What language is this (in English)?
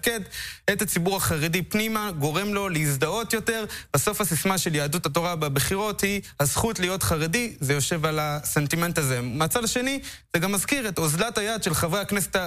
Hebrew